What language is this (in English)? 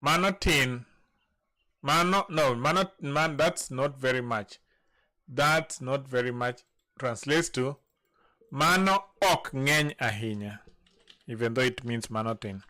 Luo (Kenya and Tanzania)